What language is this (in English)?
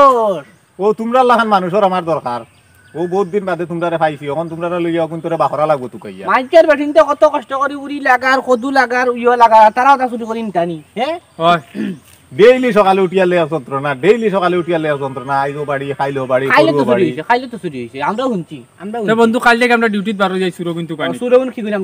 Sylheti